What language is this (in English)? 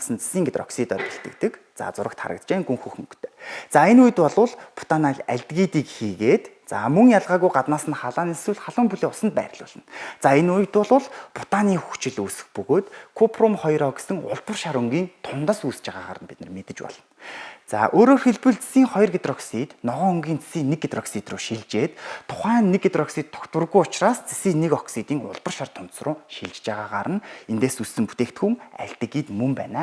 Mongolian